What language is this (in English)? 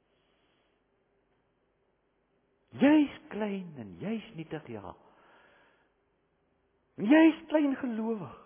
Afrikaans